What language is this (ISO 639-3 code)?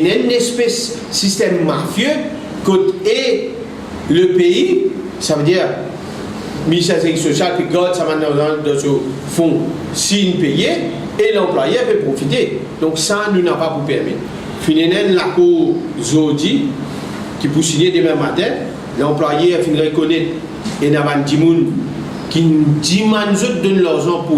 mfe